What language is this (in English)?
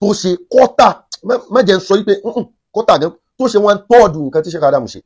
Yoruba